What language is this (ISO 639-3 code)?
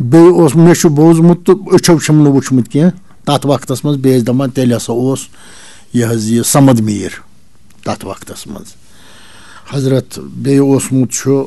kas